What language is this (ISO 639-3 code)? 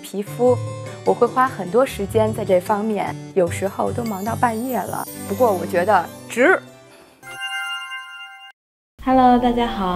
zho